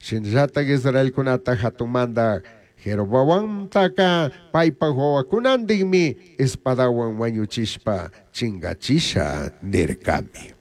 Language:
Chimborazo Highland Quichua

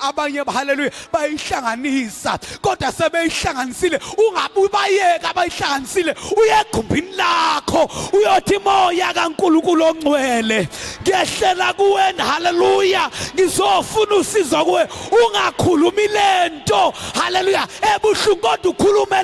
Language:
Zulu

